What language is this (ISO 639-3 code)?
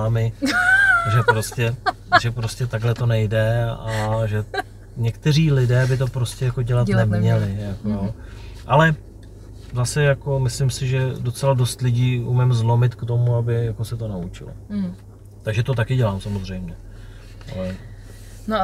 ces